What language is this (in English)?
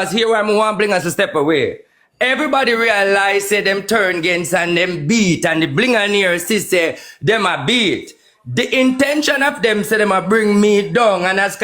Jamaican Creole English